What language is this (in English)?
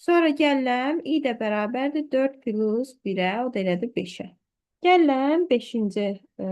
Azerbaijani